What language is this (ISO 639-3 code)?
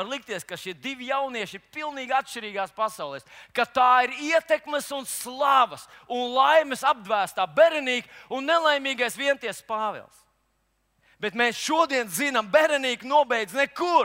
lav